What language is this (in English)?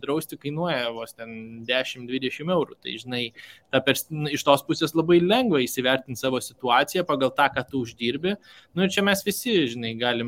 Lithuanian